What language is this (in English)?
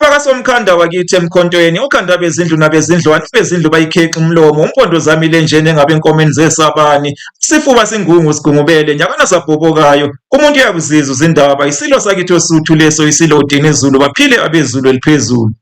Zulu